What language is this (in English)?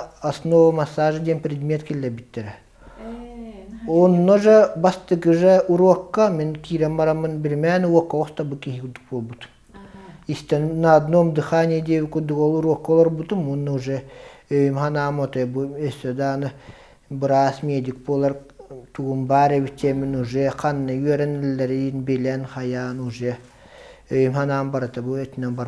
Yakut